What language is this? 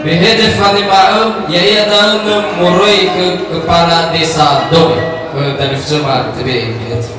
Nias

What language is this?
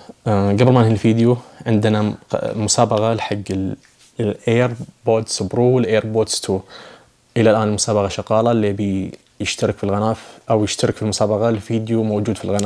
Najdi Arabic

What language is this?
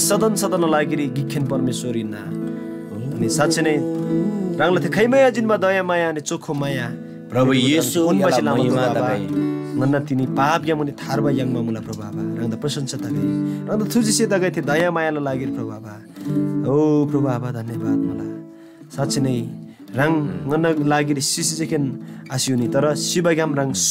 Eastern Tamang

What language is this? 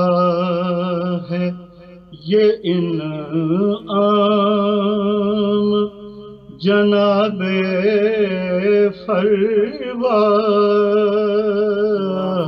Urdu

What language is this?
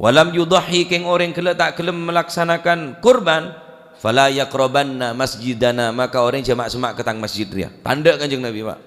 Madurese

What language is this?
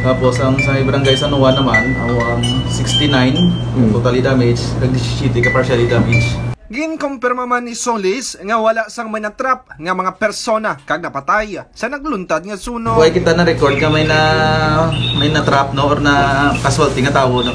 Hiligaynon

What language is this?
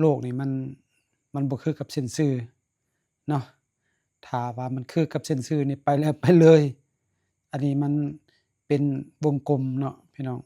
Lao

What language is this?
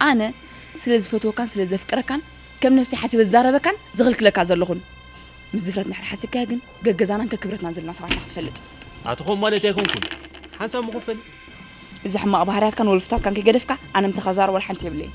Tigrinya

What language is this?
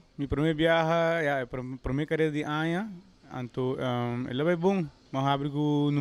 Papiamento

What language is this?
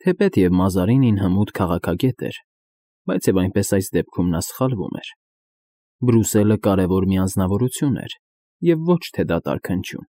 Armenian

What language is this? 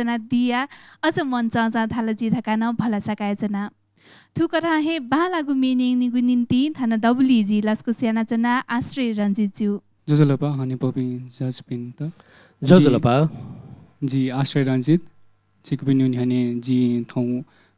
Newari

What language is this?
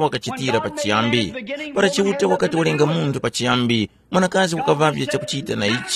Tumbuka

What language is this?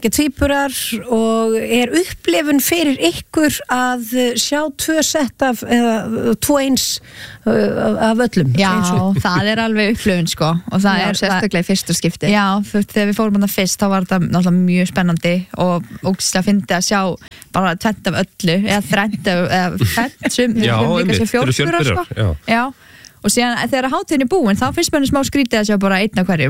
Icelandic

